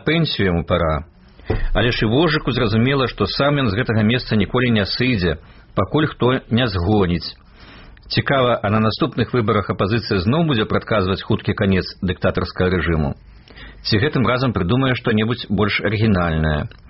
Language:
Belarusian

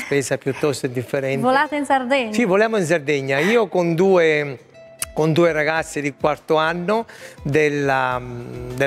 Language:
Italian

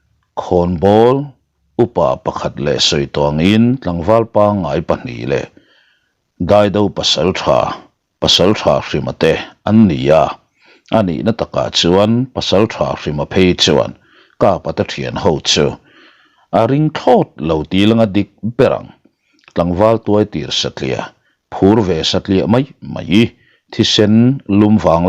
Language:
Mizo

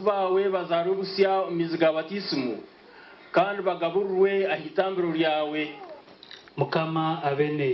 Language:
Nyankole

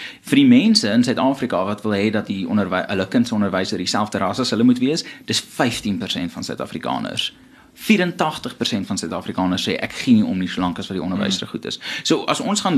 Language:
Afrikaans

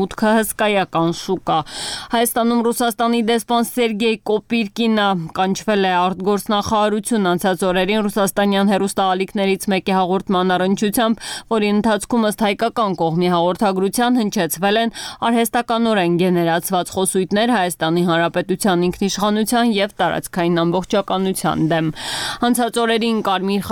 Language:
Armenian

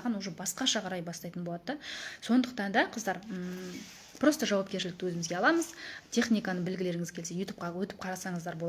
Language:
Kazakh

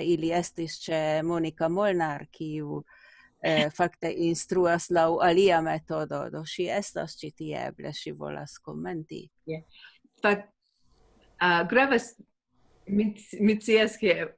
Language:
Esperanto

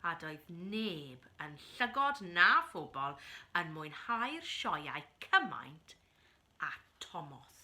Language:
Welsh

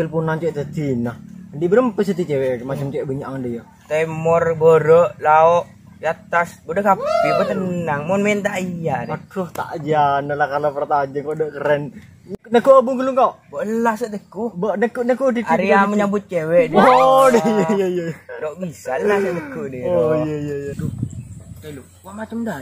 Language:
Madurese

